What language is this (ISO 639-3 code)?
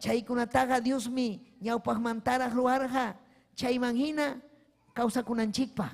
quy